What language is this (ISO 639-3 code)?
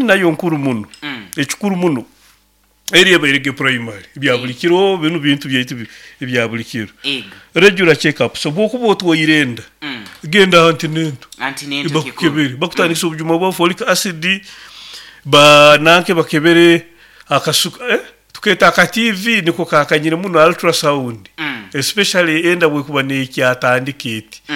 nyo